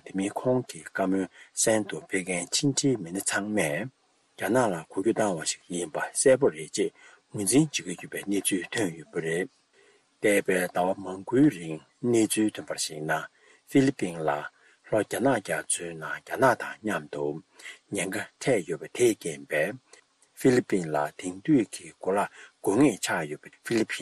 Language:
Tibetan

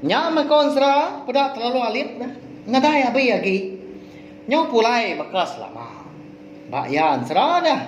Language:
Iban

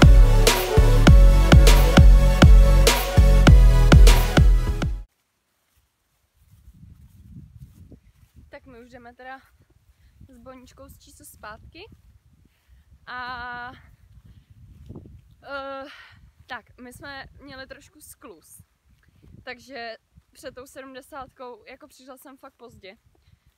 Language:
Czech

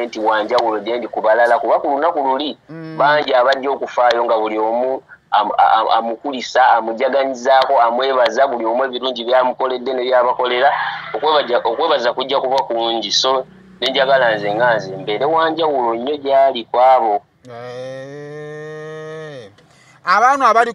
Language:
Ganda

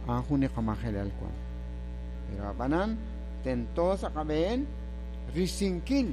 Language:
Kekchí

